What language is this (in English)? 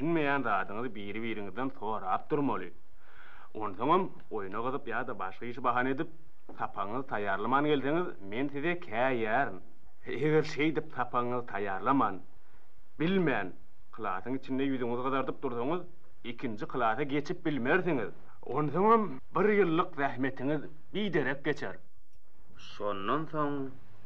Turkmen